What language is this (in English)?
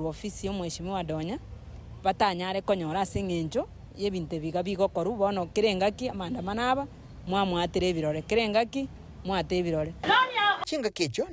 Gusii